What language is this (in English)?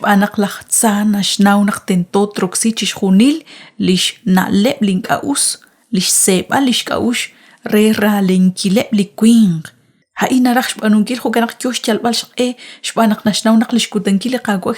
Kekchí